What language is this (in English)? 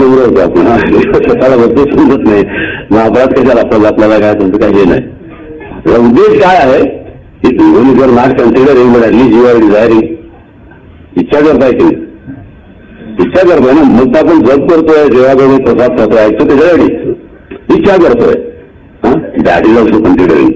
Marathi